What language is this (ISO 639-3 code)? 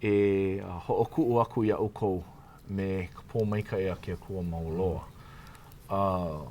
haw